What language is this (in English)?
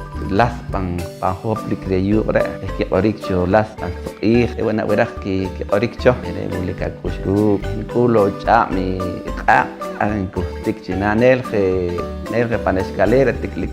Poqomchi'